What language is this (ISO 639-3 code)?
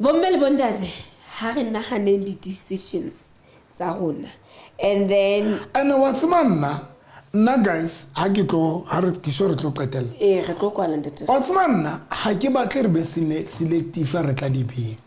sot